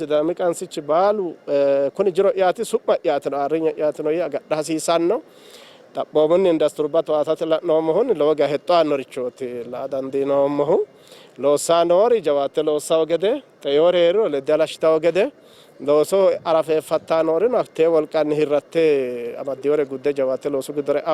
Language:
Sidamo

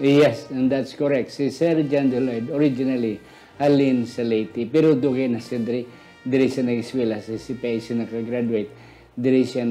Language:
Hiligaynon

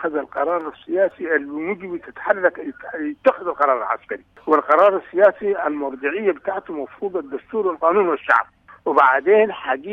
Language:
Sudanese Arabic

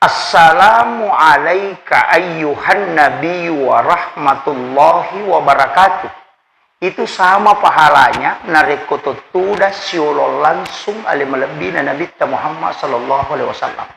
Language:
Buginese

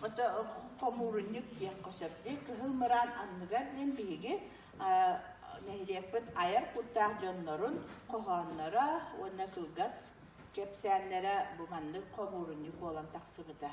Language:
Yakut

